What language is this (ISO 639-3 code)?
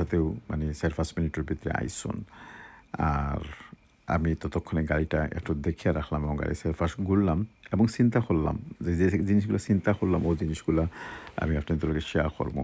syl